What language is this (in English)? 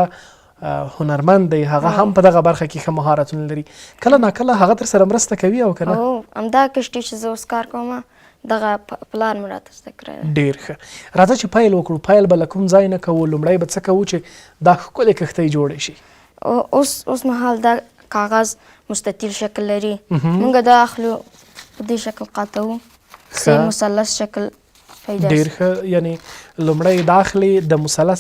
Pashto